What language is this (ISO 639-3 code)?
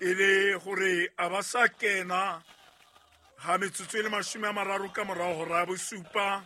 sot